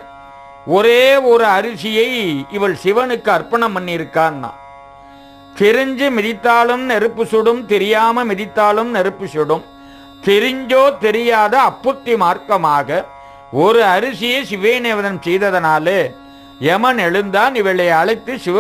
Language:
Tamil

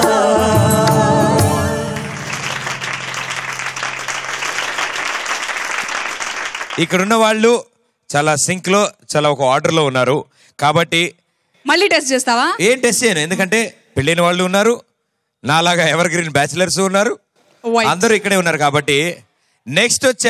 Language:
Telugu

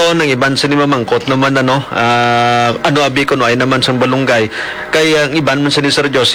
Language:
Hiligaynon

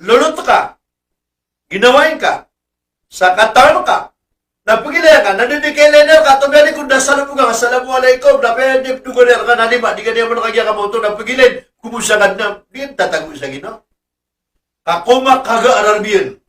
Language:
Maranao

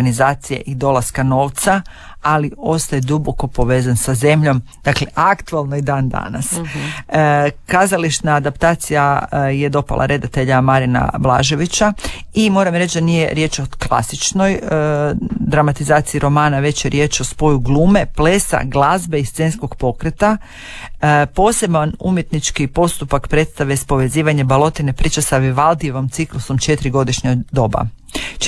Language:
Croatian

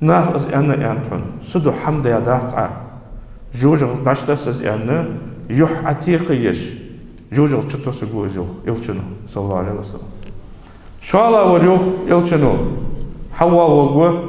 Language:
Ingush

